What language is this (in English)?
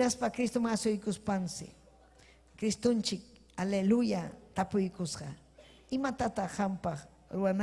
Ayacucho Quechua